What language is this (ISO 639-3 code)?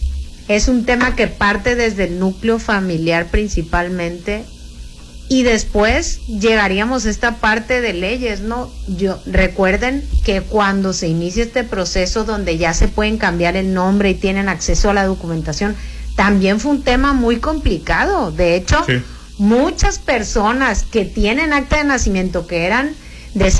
spa